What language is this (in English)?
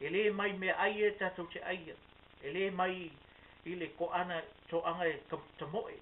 Samoan